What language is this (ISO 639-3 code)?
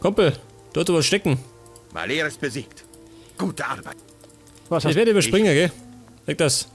bar